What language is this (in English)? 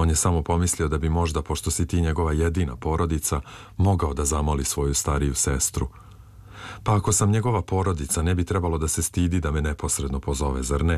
Serbian